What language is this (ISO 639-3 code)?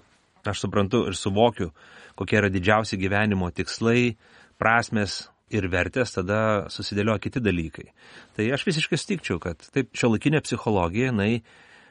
lit